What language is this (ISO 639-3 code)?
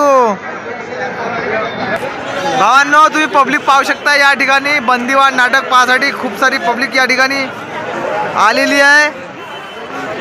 mar